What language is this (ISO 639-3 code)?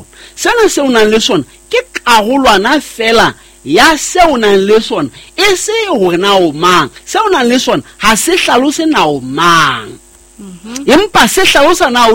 sot